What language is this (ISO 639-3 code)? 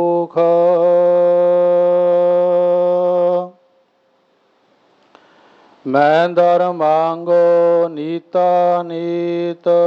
pan